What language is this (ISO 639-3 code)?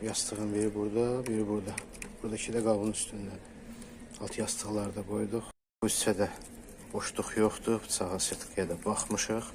aze